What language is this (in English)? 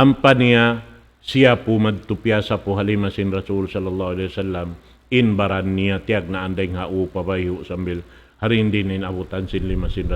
Tausug